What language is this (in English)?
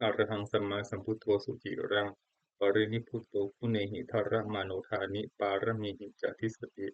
Pali